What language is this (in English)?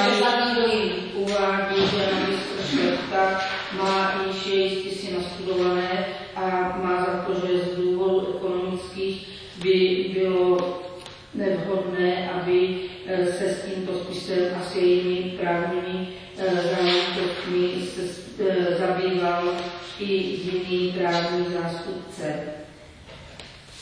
Czech